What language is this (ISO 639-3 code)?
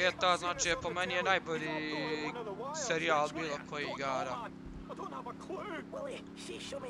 hrv